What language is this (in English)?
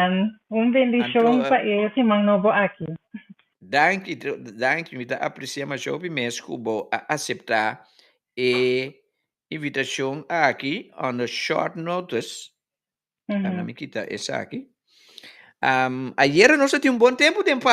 Papiamento